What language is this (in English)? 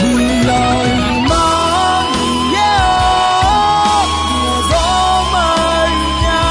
Akha